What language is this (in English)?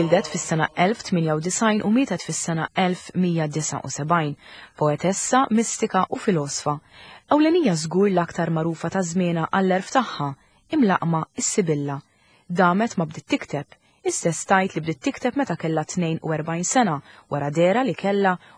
Maltese